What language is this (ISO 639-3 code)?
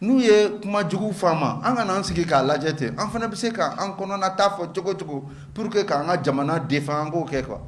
bam